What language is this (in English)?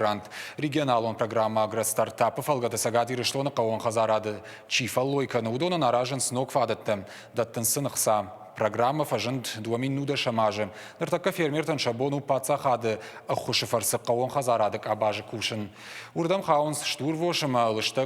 Ossetic